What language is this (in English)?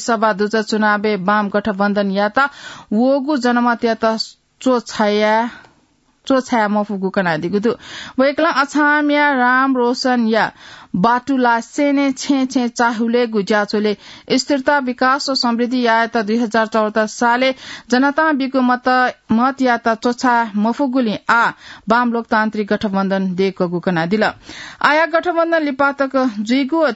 Newari